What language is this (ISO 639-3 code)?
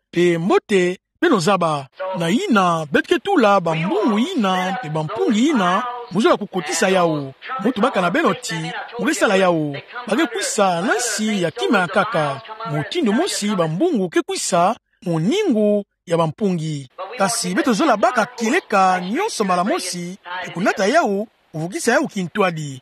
ktu